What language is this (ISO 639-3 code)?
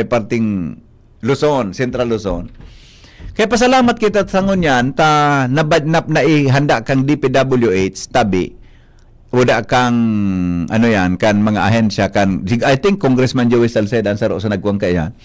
bik